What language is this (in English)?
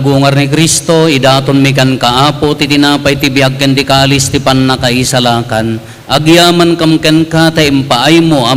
Iloko